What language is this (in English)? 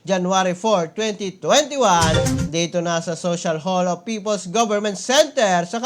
Cebuano